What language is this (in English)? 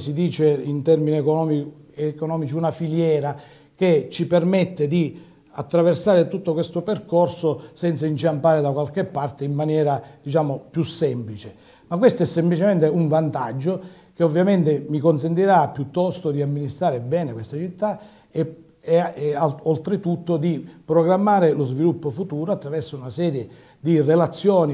Italian